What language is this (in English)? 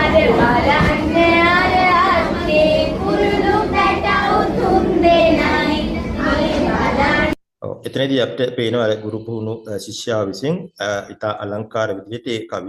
Sinhala